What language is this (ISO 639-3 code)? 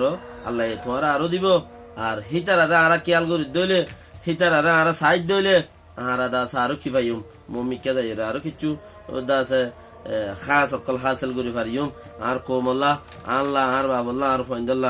rhg